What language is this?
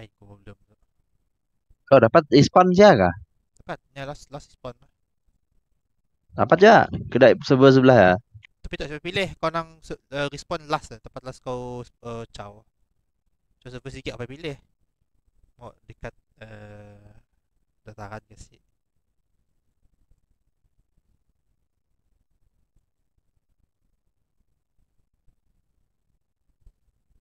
Malay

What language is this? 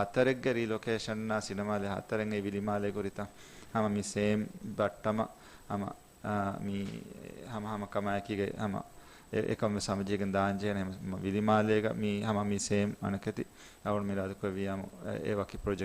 Divehi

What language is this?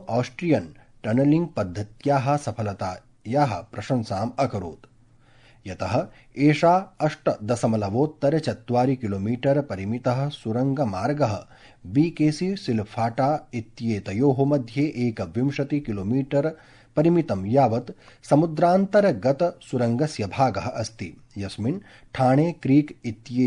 Sanskrit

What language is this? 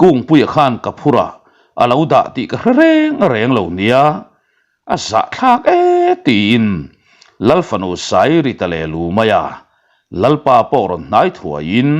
Mizo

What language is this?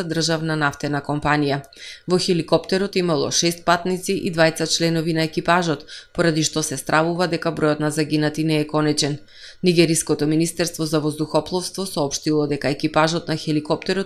Macedonian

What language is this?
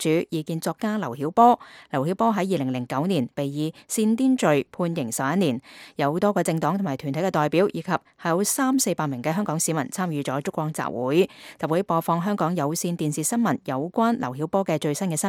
Cantonese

